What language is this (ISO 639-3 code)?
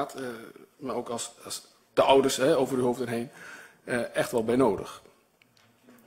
nld